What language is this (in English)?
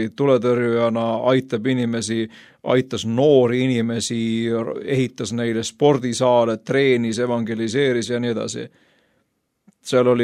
Estonian